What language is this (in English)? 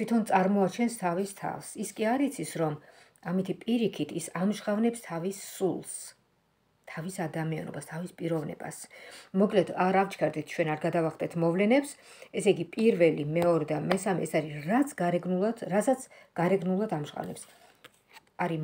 Georgian